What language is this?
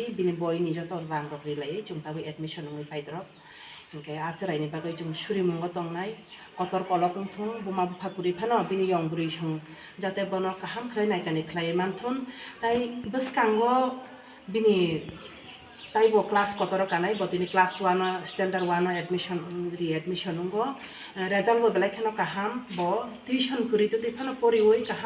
Kok Borok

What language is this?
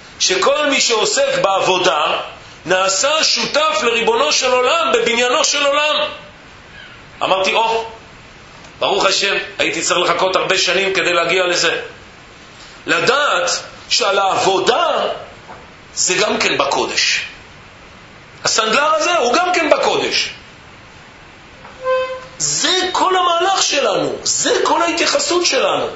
Hebrew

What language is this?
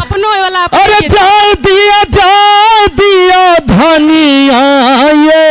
Maithili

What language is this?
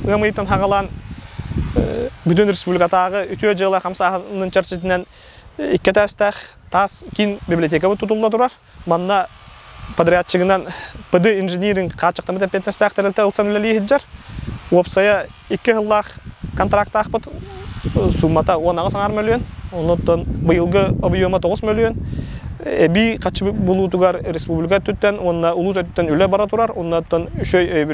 Yakut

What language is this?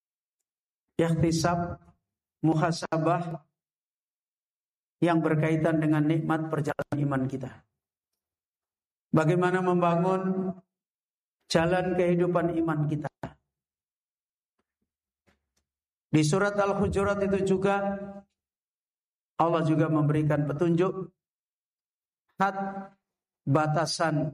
Indonesian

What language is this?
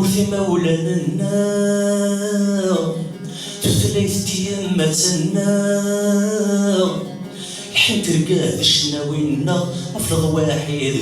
Kabyle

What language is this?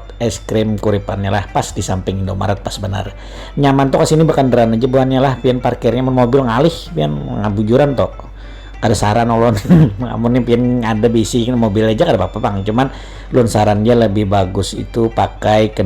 Banjar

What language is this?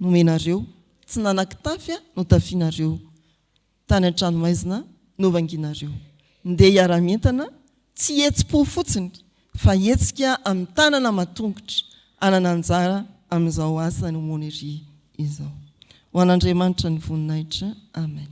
Malagasy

